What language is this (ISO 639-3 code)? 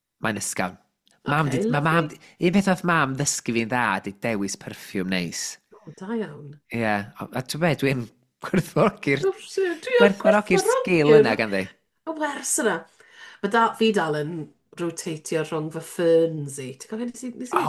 cym